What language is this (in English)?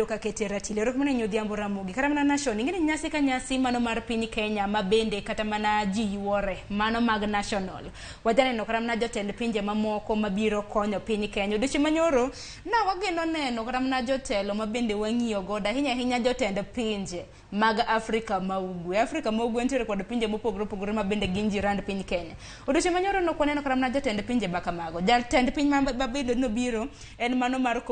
Luo (Kenya and Tanzania)